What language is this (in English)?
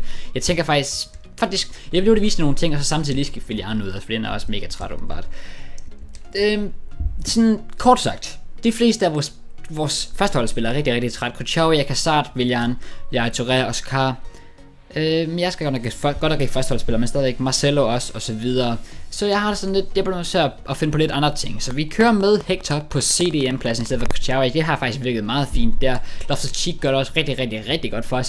Danish